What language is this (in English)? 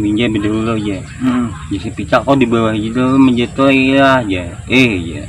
Banjar